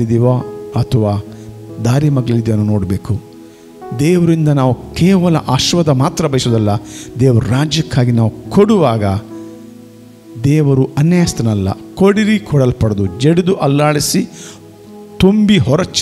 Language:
Kannada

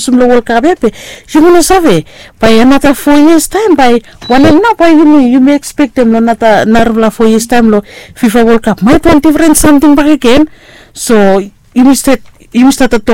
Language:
Bislama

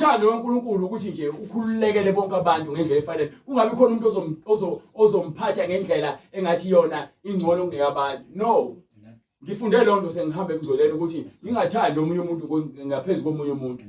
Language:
Zulu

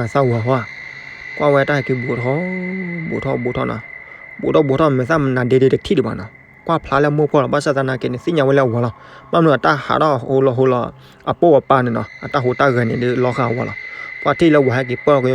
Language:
S'gaw Karen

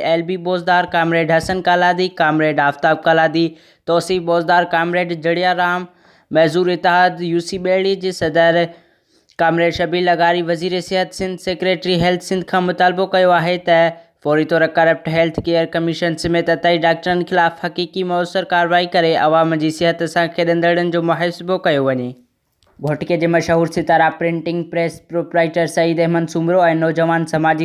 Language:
Sindhi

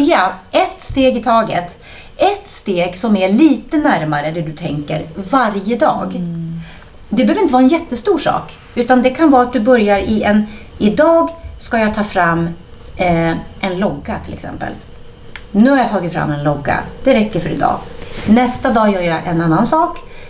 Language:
Swedish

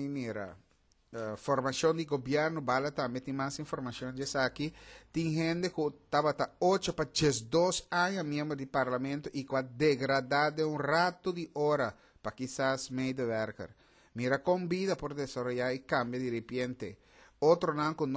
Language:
Papiamento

